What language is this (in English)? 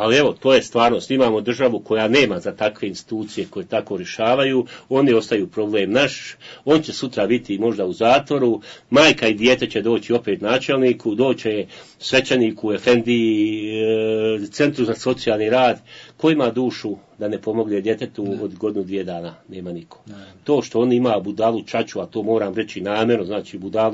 Bosnian